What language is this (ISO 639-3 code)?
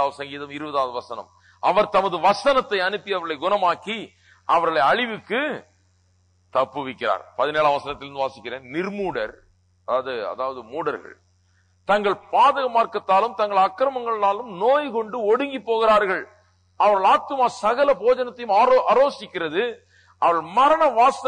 tam